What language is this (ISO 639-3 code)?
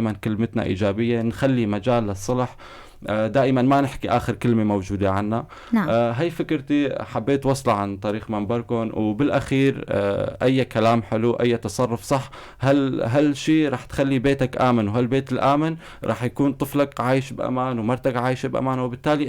apc